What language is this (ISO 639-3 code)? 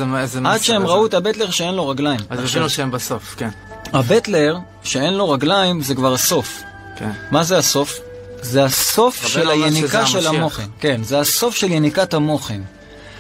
heb